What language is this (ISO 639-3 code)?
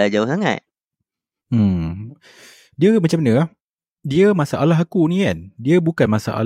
msa